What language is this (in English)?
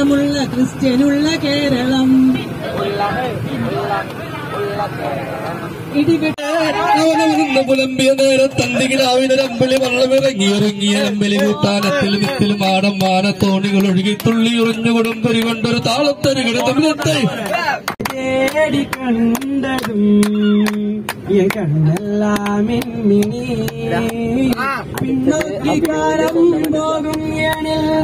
Malayalam